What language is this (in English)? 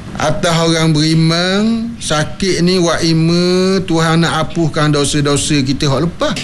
Malay